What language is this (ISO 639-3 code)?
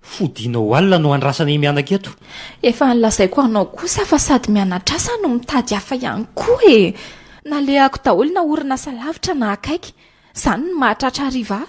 mlg